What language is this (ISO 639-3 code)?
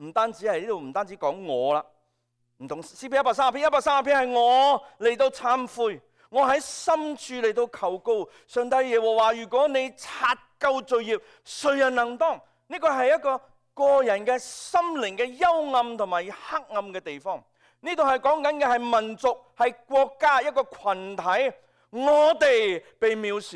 yue